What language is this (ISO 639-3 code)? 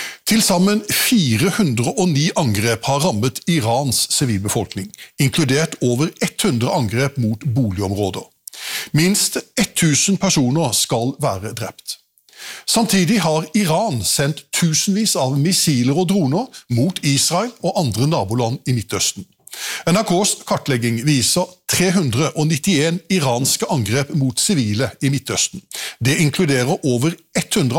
nor